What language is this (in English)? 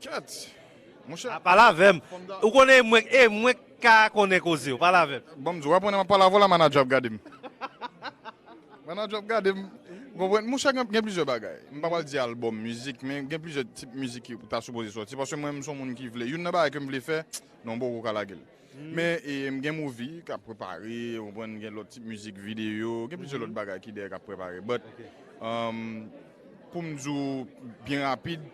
Haitian Creole